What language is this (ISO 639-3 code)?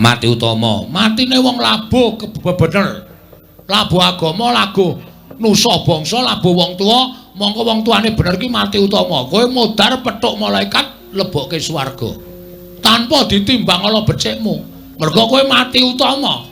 jav